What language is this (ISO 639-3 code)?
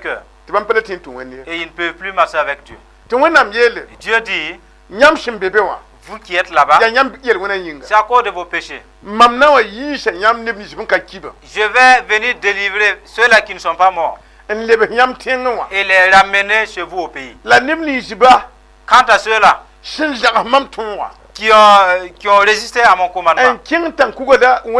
mos